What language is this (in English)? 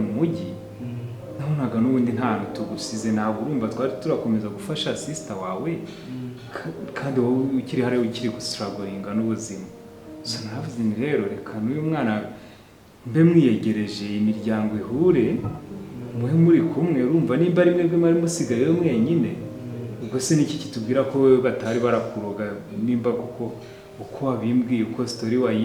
Kinyarwanda